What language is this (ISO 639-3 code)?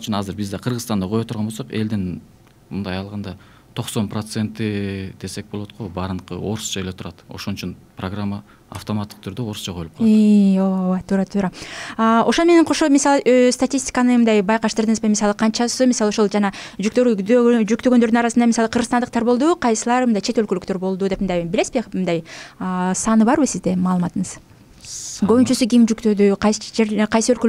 kir